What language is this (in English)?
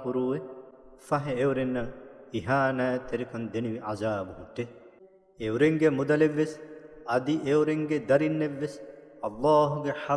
Divehi